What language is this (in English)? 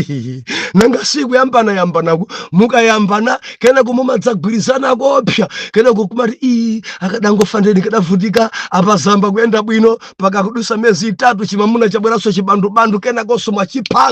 Nyanja